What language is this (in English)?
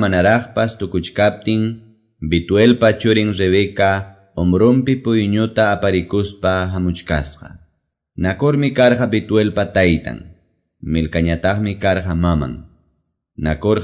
Quechua